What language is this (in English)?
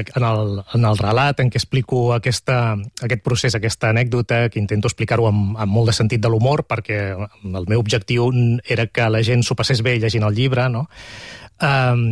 Catalan